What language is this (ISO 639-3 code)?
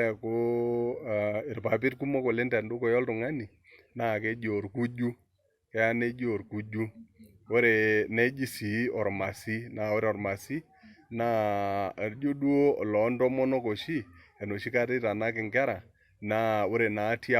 mas